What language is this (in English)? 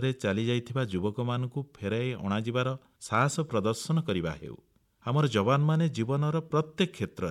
Odia